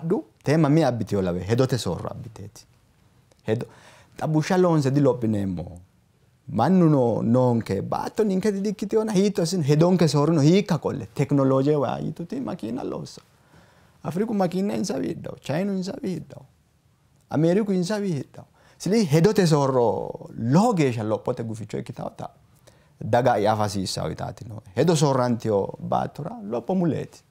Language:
Sidamo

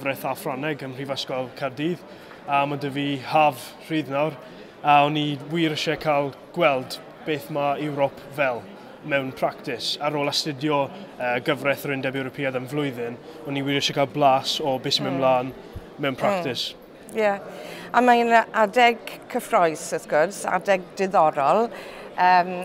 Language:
Welsh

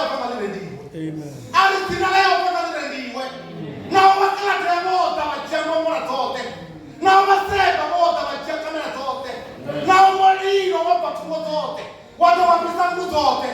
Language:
Venda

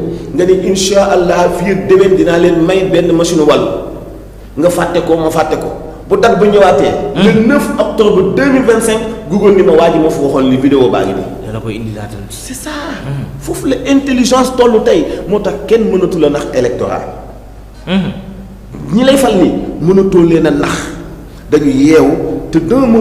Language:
Wolof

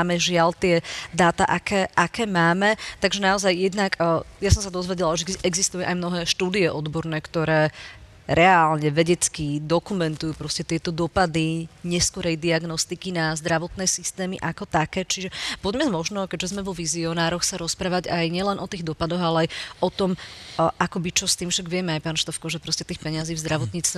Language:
Slovak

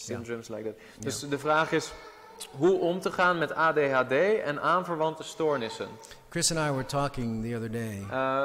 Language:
Dutch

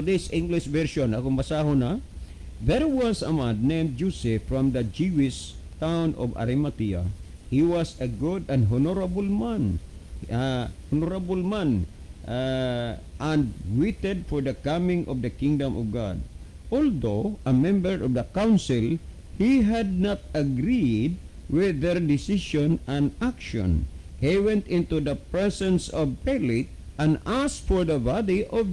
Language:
Cebuano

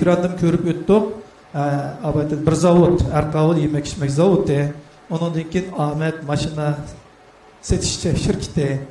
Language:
Uyghur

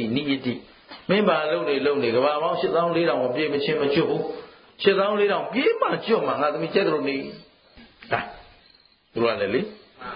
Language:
Burmese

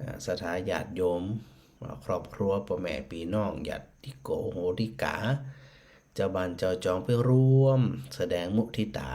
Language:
Northern Thai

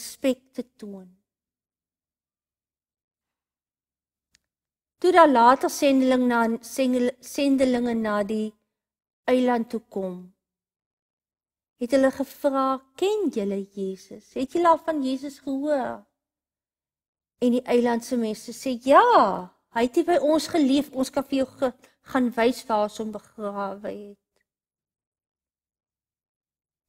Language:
Afrikaans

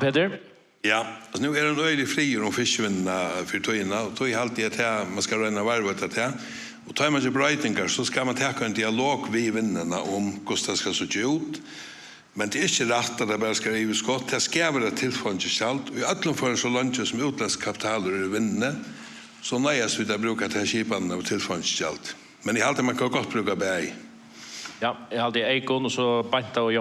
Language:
Faroese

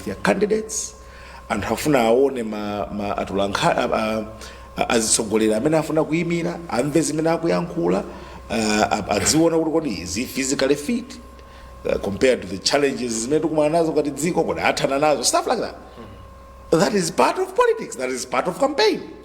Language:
Nyanja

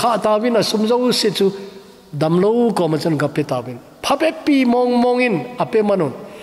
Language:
Thado Chin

